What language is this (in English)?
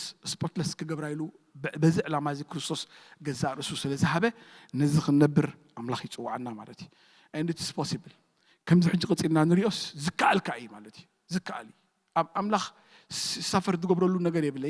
Tigrinya